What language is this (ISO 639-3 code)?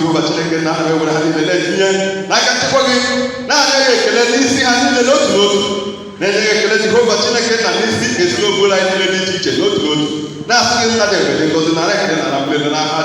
ibo